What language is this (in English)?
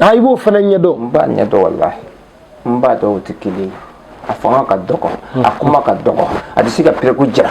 Bambara